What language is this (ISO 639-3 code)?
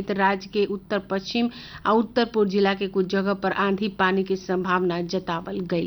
bho